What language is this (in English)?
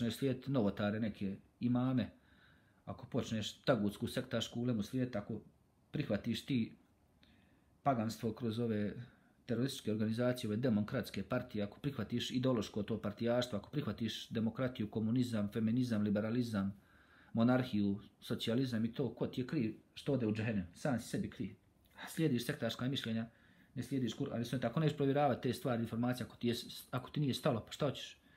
Bosnian